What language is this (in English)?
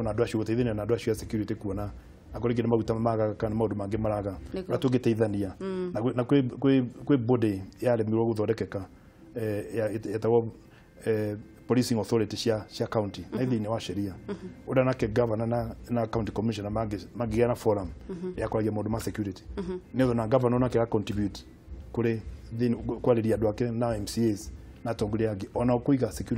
Kikuyu